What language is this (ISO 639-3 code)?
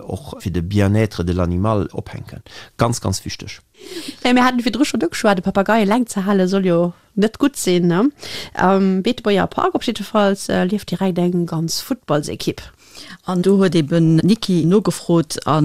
ltz